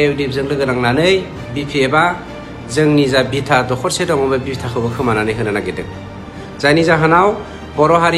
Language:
Bodo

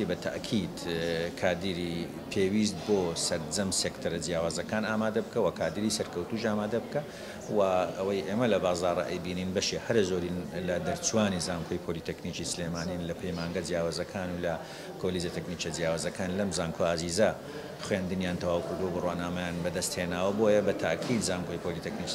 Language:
Central Kurdish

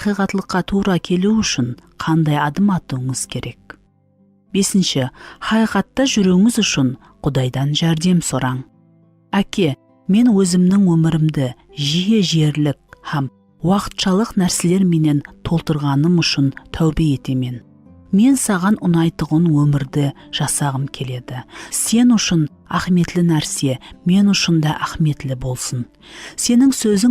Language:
Kara-Kalpak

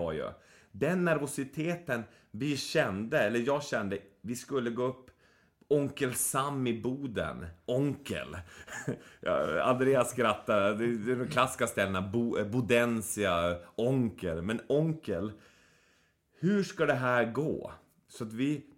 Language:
Swedish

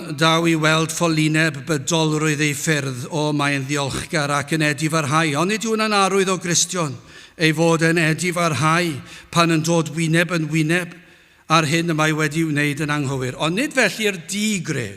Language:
Welsh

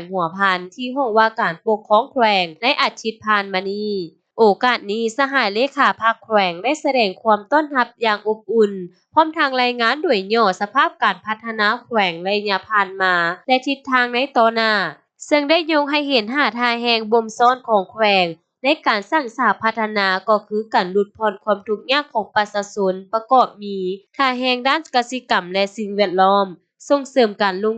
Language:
Lao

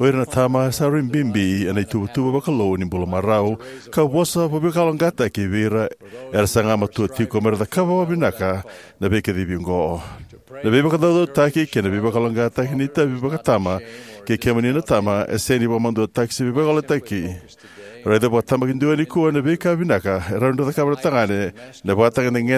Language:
Fijian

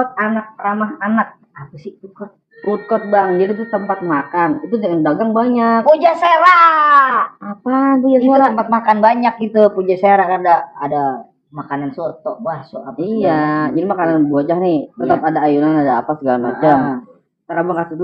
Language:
Betawi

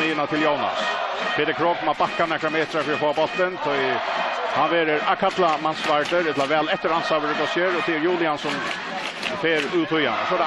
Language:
Faroese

